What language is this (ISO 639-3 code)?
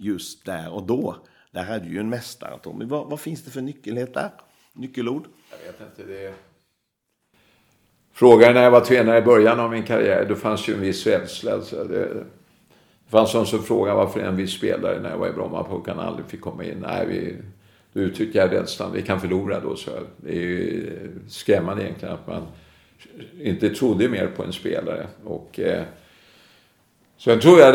swe